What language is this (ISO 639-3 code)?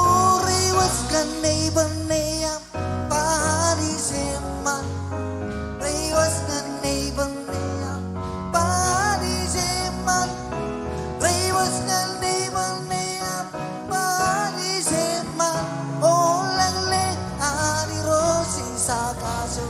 mah